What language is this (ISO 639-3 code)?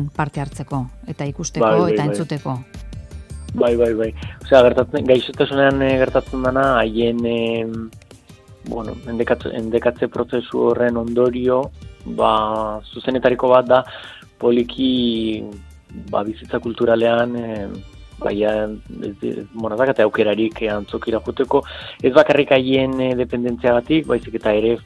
eus